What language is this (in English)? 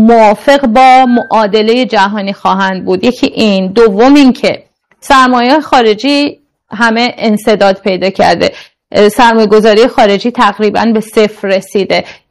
Persian